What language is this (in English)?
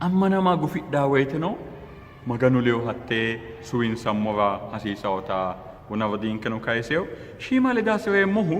Sidamo